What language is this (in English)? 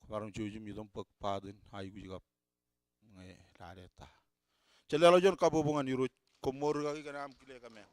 Marshallese